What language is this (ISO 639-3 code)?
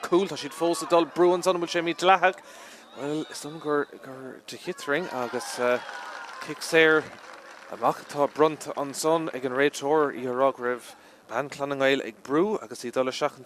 gle